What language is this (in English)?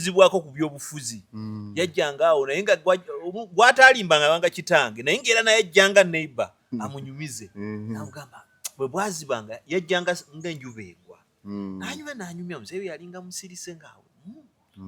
Ganda